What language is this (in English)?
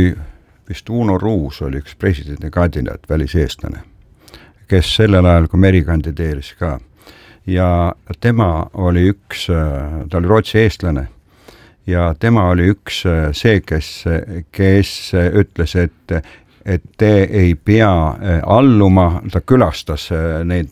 Estonian